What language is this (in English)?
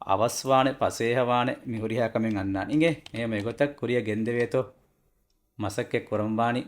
Divehi